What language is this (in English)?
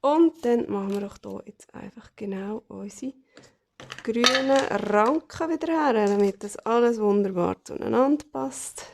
Swiss German